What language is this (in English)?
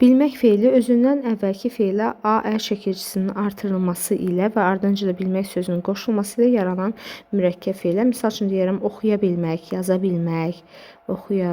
Azerbaijani